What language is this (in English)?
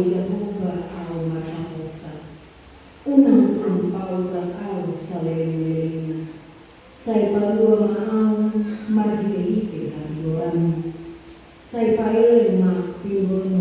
Batak Toba